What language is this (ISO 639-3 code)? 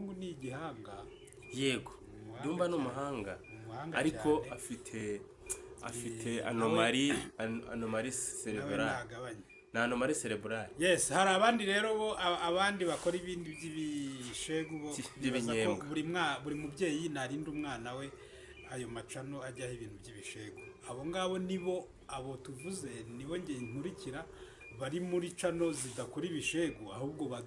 kin